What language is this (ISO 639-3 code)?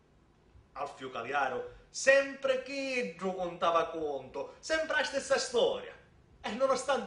scn